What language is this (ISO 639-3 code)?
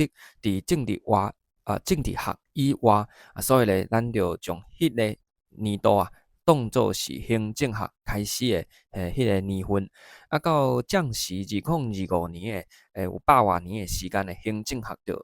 nan